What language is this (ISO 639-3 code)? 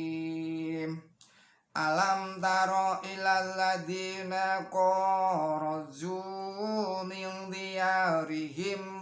jav